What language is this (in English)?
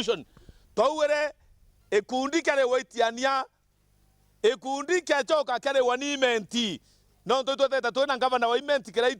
Meru